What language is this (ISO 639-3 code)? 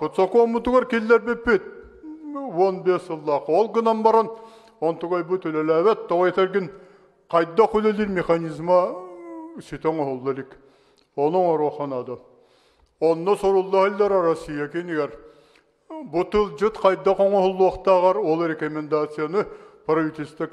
sah